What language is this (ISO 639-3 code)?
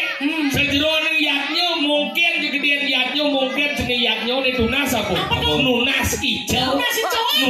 ban